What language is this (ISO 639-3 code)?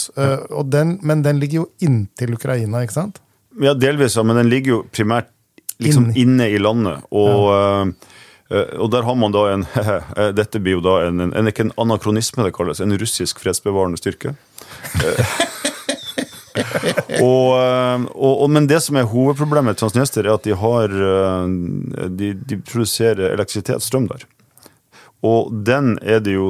nor